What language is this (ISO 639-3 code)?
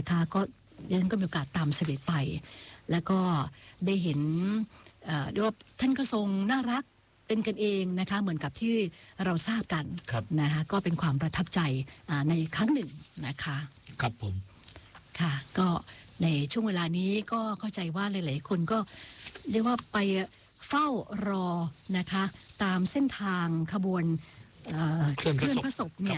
tha